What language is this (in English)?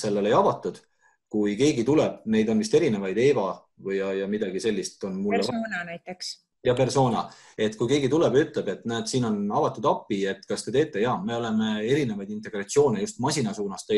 Estonian